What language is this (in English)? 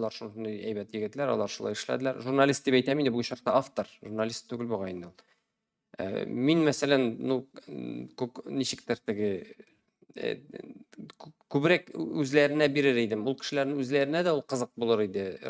Tatar